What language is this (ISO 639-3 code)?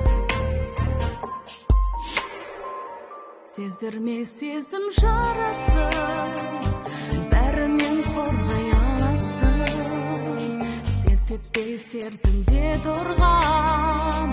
kaz